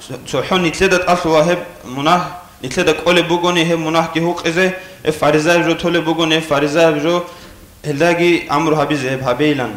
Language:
Avaric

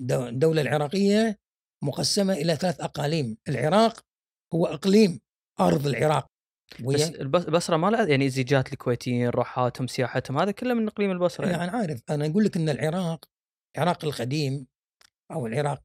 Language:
Gulf Arabic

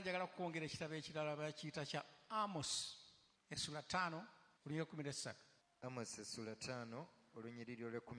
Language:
Ganda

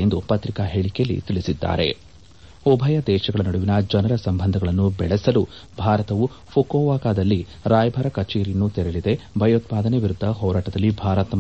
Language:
Kannada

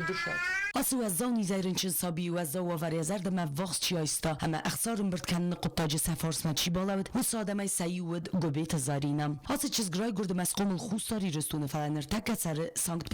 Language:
Ossetic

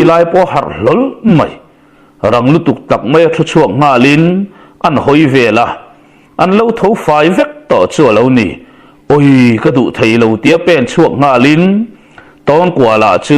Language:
Mizo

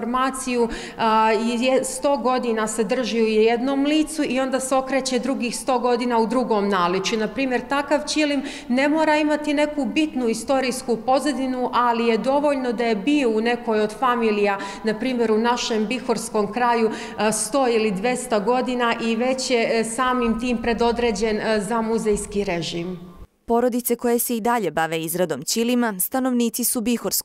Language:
Bosnian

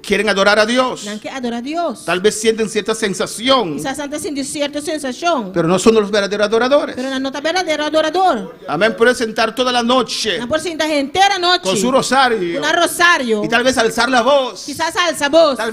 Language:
Papiamento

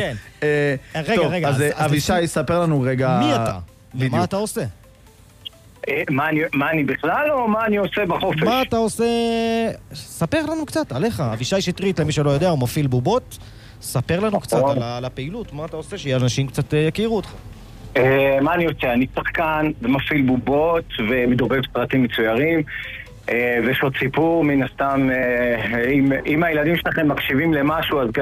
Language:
Hebrew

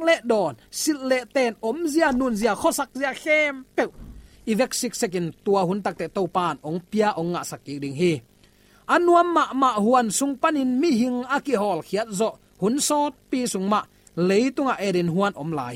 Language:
Tedim Chin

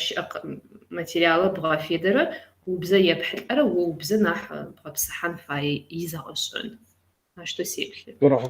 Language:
Kabardian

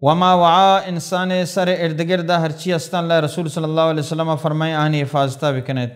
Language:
Baluchi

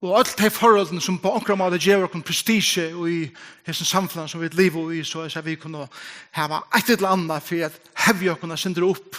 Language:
Faroese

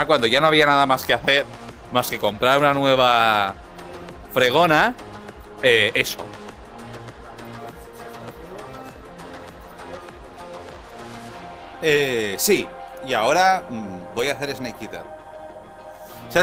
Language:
Spanish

